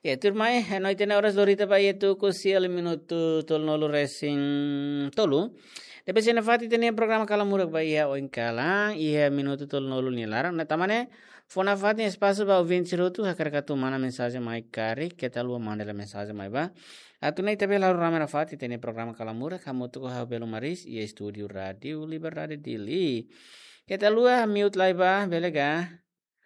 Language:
Tetum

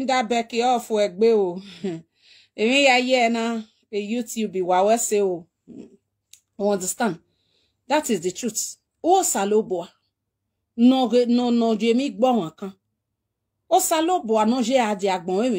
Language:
Nigerian Pidgin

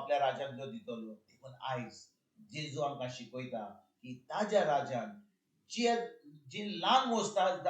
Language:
Konkani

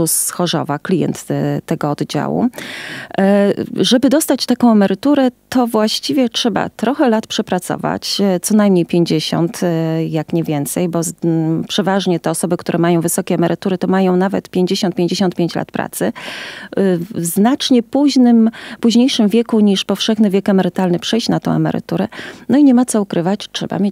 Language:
Polish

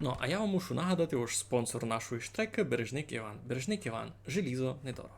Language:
Rusyn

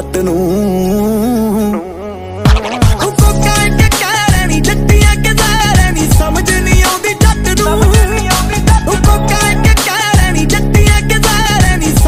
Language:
Punjabi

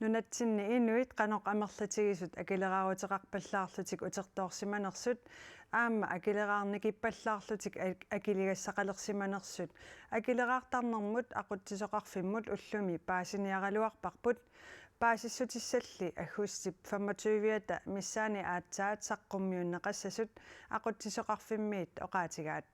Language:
Kalaallisut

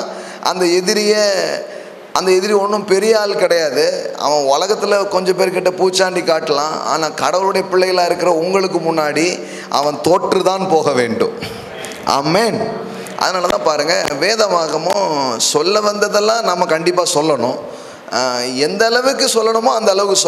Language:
Tamil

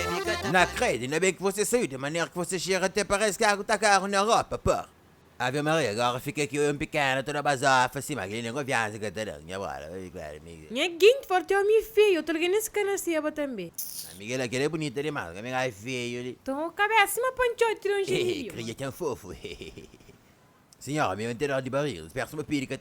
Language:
Kabuverdianu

